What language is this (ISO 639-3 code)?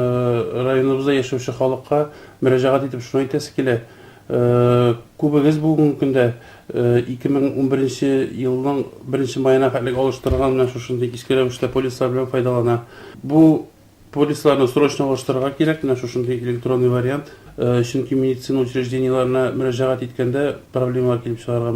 tat